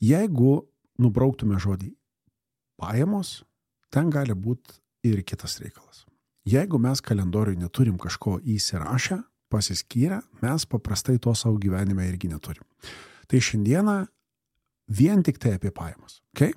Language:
Lithuanian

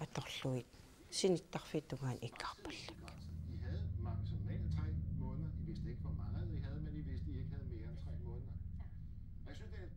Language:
Kalaallisut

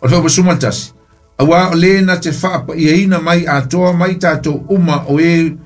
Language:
Samoan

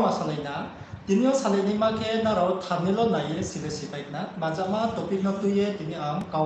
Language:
Riang (India)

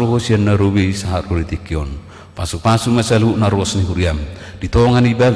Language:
Batak Toba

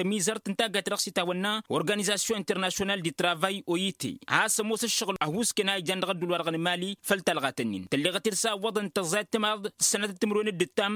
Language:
Tamasheq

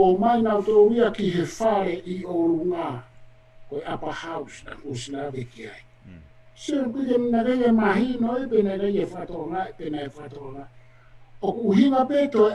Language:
Tongan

